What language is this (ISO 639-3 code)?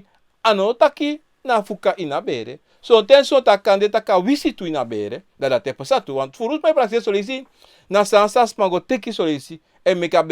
srn